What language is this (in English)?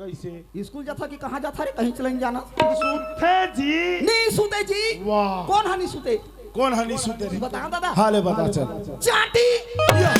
Chhattisgarhi